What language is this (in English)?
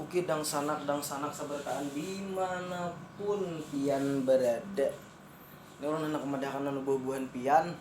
Banjar